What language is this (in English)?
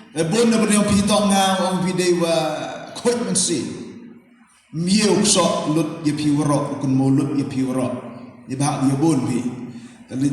Khasi